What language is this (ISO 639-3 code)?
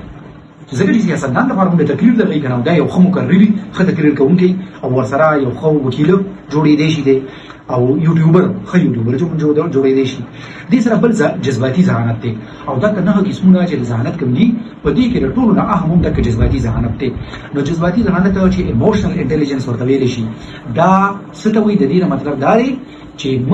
pus